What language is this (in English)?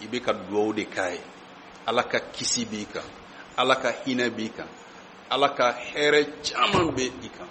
Bambara